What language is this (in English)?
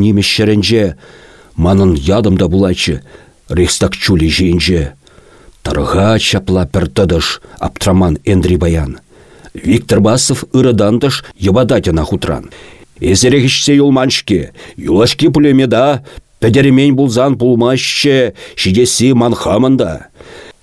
Chuvash